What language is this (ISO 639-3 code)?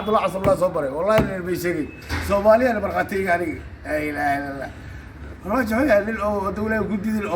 som